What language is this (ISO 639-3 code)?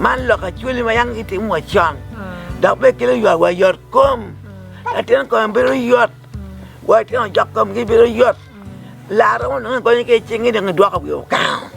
ach